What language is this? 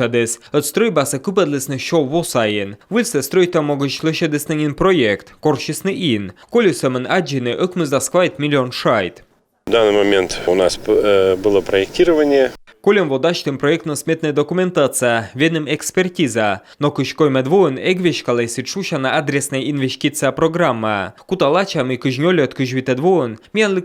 Komi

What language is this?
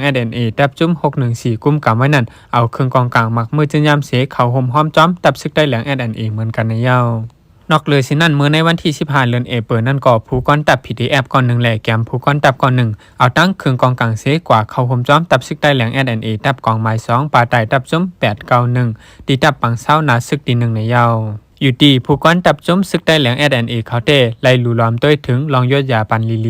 Shan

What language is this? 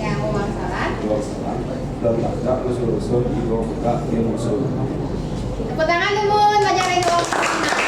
Balinese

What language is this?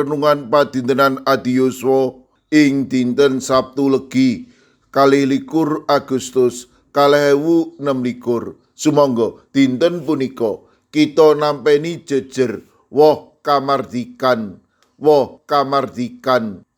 Javanese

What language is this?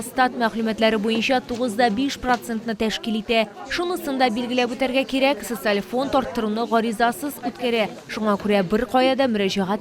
Tatar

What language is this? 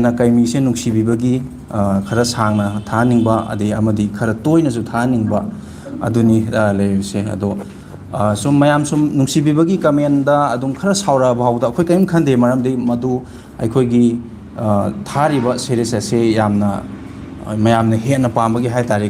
Manipuri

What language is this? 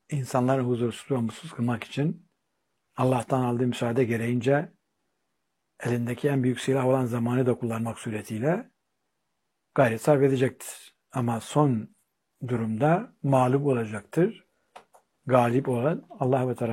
Turkish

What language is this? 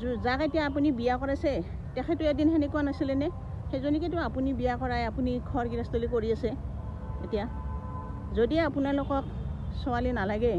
Assamese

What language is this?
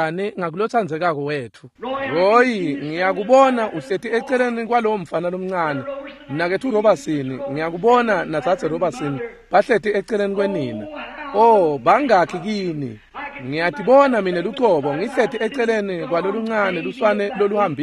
Swati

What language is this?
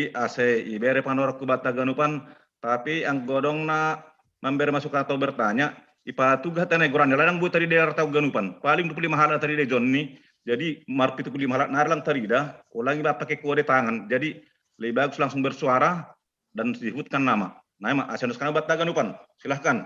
Batak Simalungun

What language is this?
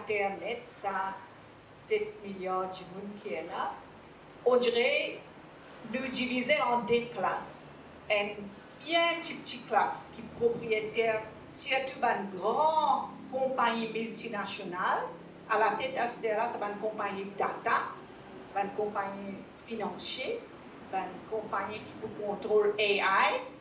Morisyen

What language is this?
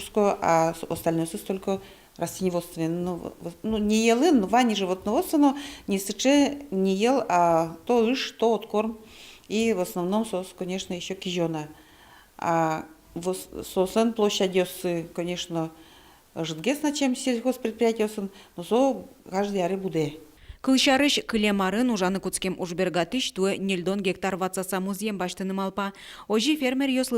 Udmurt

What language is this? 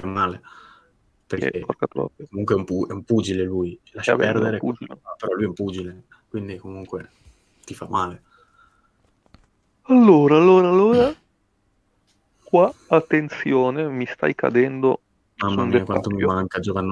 Italian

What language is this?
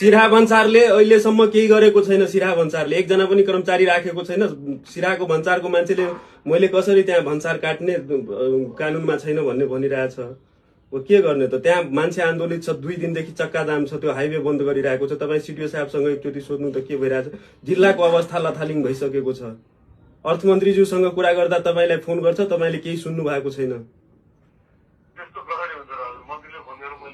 Nepali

